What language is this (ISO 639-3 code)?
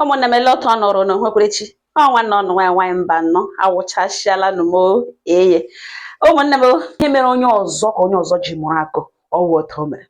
ibo